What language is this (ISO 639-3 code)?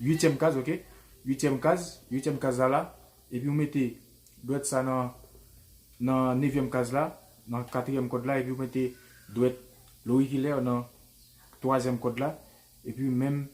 hat